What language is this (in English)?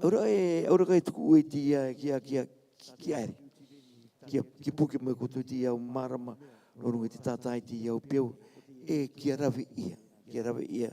Rarotongan